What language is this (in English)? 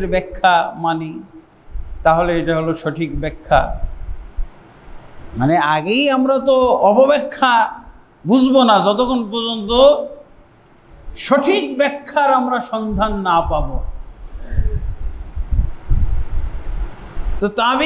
Bangla